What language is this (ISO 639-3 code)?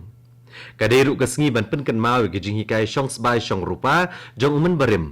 kha